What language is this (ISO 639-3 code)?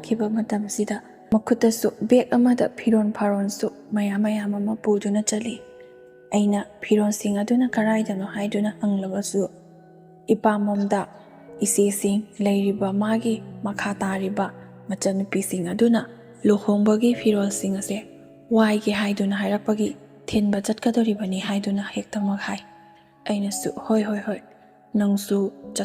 mni